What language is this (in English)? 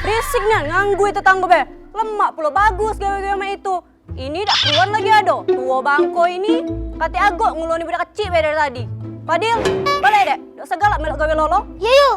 Musi